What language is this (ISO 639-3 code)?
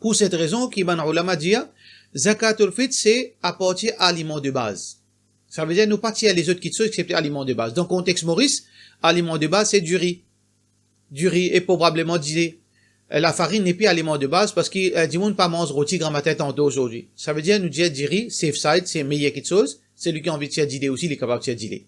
mfe